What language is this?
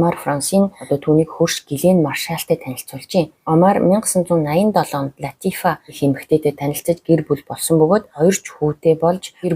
Mongolian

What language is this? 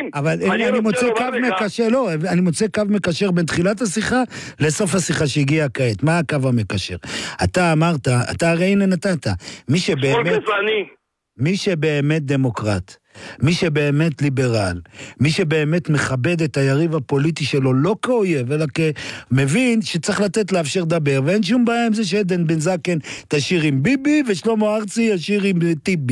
Hebrew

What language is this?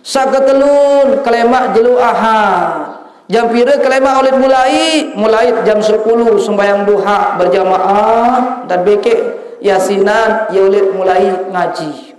Sasak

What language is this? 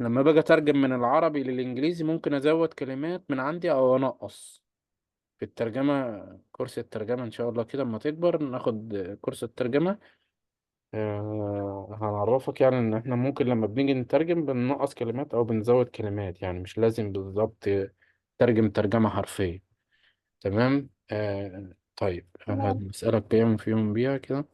Egyptian Arabic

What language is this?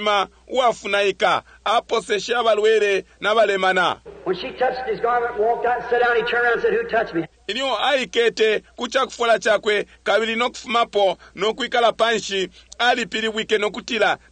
Bemba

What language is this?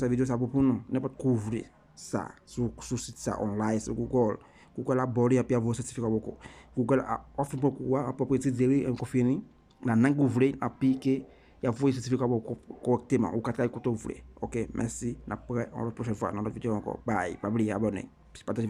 Haitian Creole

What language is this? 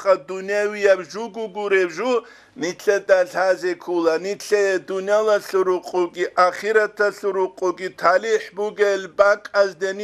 Avaric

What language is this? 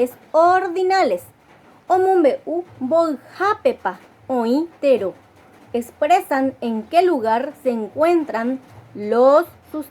Guarani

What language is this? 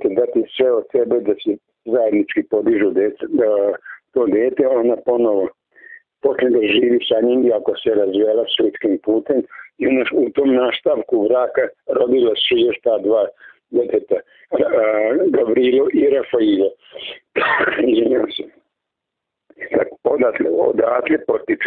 Serbian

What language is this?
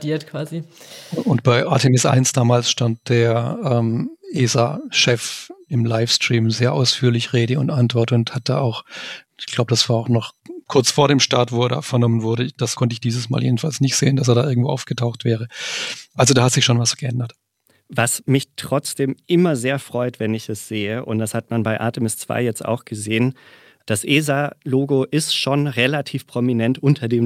German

